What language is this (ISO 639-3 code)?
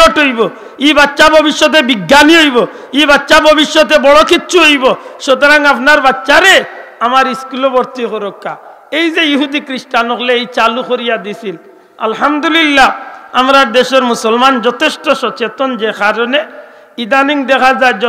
syl